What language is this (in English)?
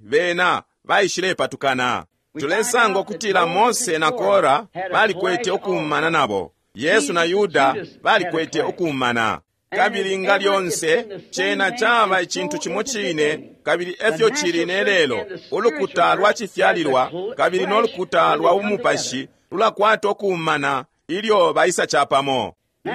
Bemba